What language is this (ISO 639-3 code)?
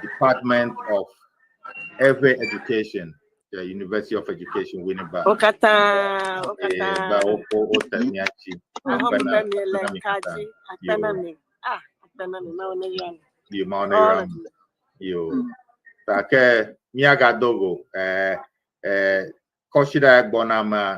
ewe